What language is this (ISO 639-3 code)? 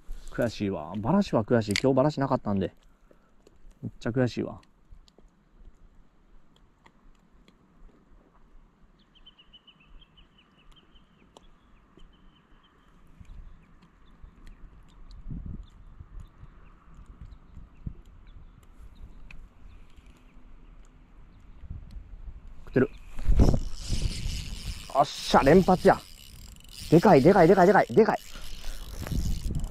jpn